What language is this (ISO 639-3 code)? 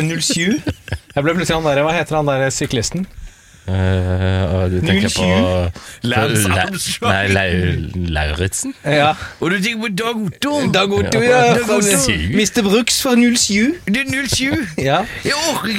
nor